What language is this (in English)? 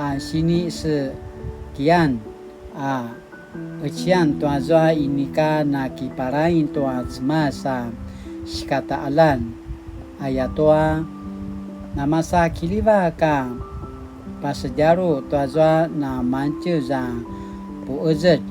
Paiwan